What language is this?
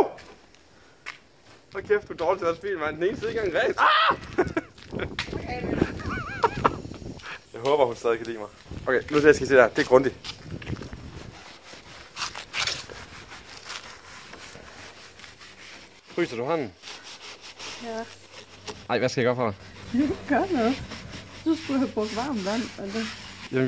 Danish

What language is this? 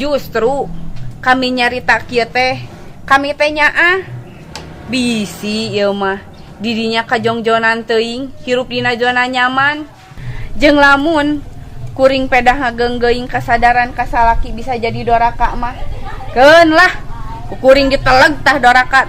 Sundanese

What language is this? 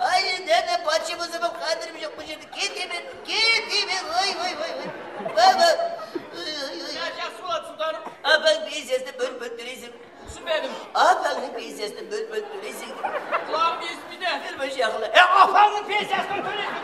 Kara-Kalpak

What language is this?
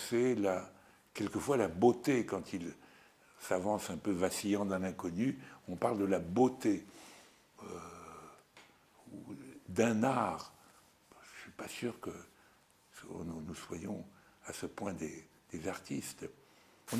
French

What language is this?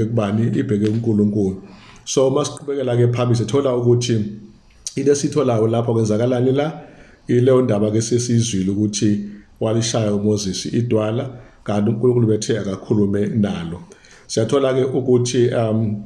Zulu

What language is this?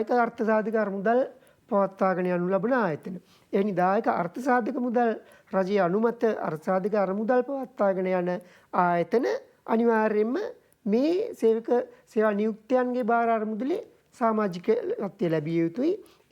Sinhala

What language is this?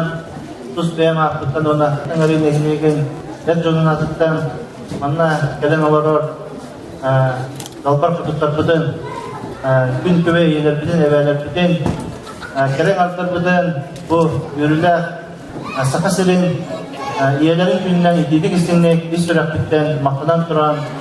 Yakut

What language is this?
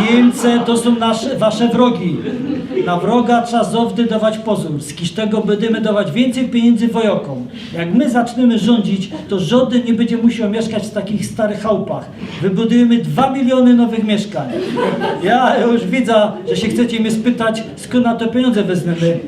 Silesian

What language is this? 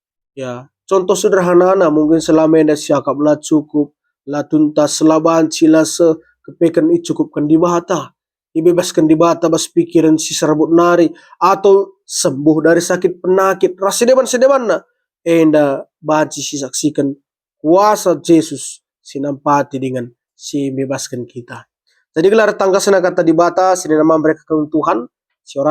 Batak Karo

